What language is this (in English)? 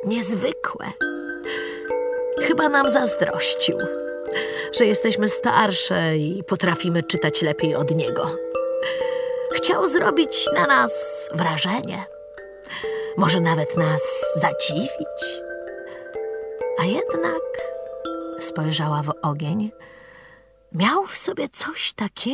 Polish